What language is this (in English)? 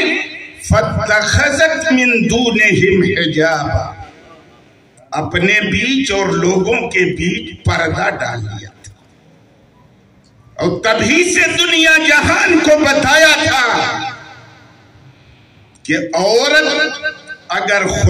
Urdu